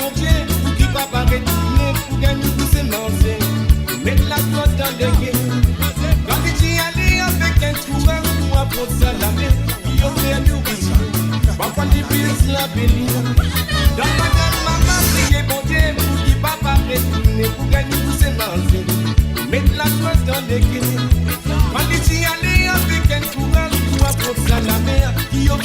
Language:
Morisyen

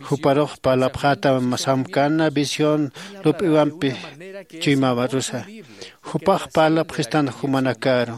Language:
Aymara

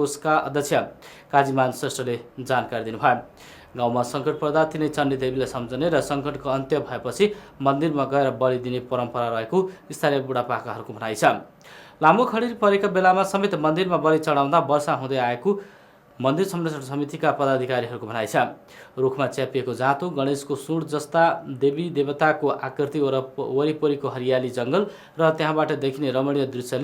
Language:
Nepali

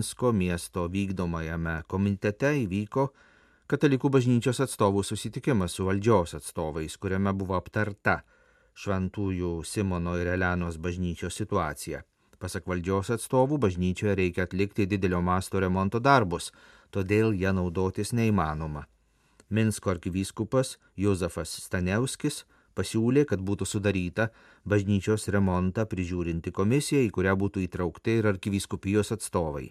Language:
Lithuanian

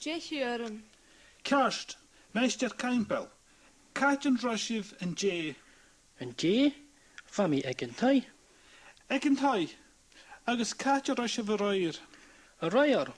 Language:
Scottish Gaelic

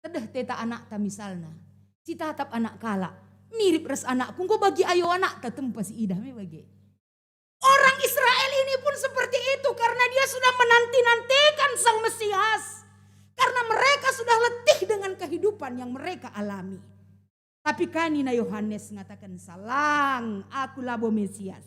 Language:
Batak Karo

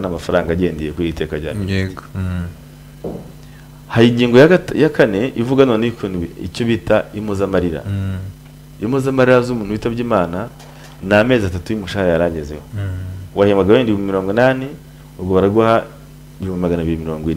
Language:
Kinyarwanda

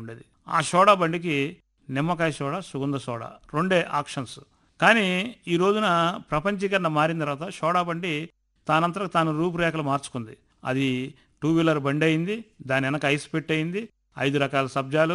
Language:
Telugu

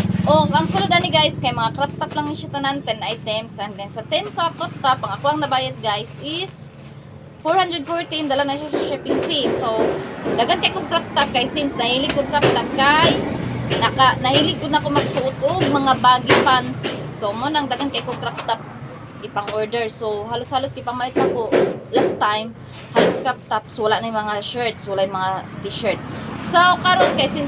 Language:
Cebuano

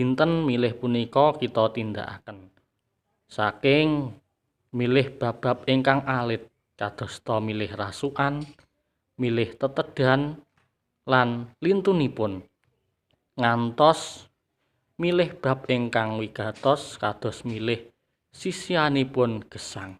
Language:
Javanese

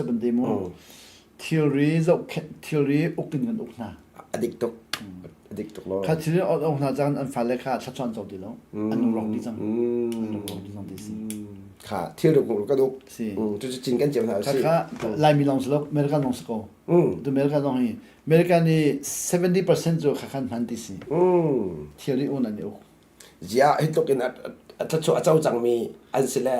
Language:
Hakha Chin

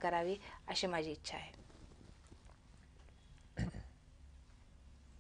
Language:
Marathi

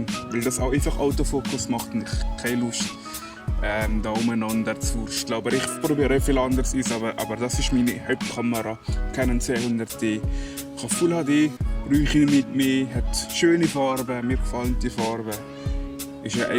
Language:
Swiss German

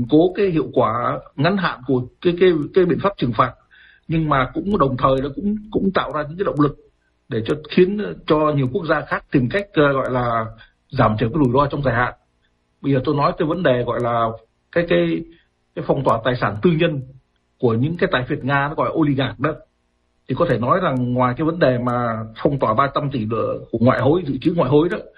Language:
Vietnamese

